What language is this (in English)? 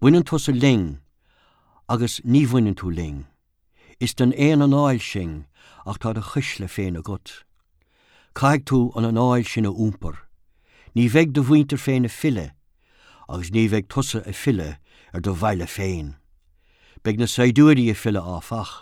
Irish